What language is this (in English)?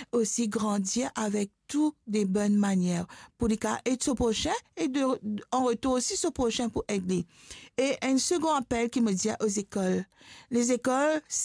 Morisyen